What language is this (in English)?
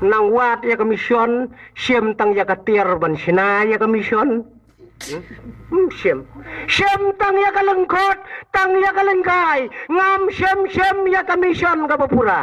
Khasi